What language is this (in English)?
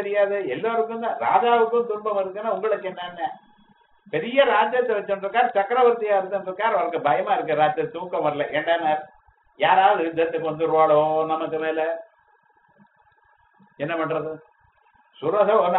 Tamil